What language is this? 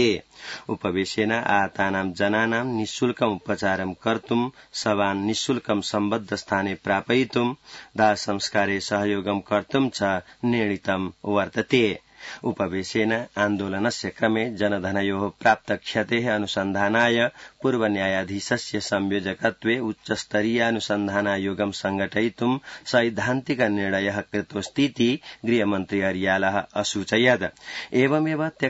Sanskrit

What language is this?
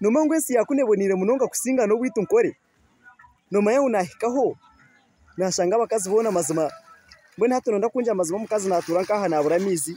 Nyankole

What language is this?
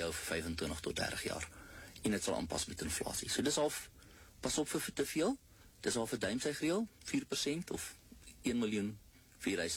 Afrikaans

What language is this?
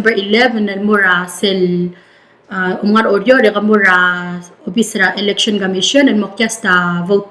Palauan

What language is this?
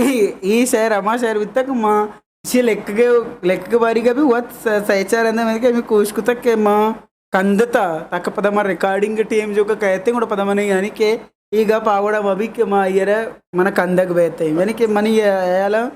Eastern Balochi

